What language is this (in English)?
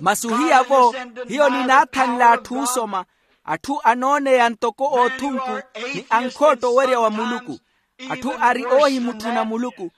Makhuwa